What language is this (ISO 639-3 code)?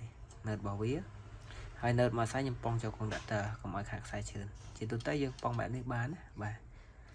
khm